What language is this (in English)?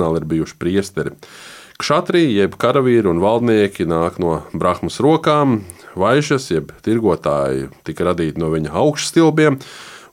Latvian